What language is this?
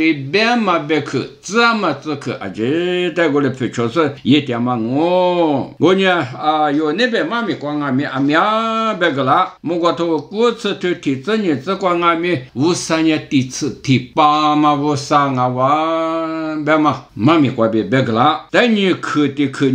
Lisu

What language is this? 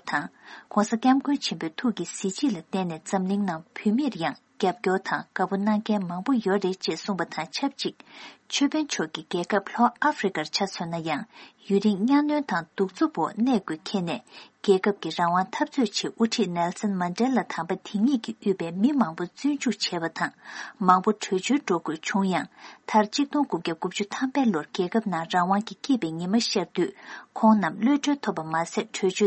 Tibetan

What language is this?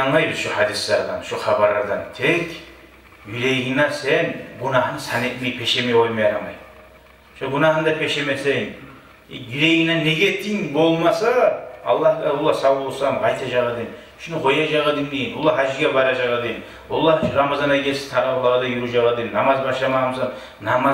Kumyk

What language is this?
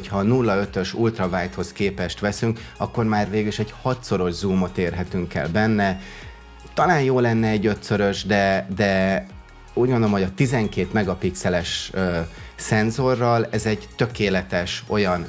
Hungarian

